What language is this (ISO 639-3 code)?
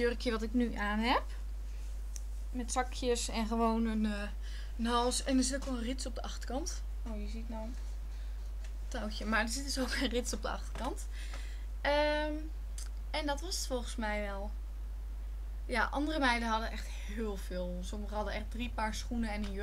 nld